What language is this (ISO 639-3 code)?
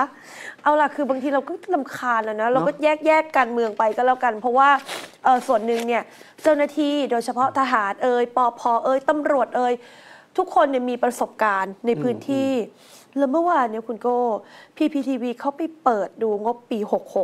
tha